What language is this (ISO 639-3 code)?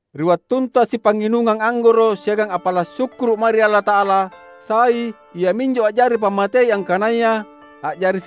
mak